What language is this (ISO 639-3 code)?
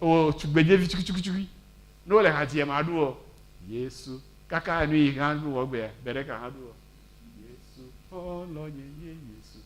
ewe